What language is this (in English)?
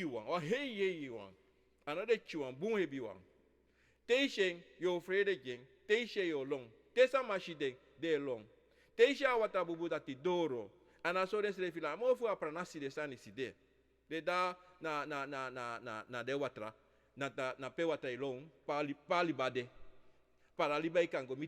Sranan Tongo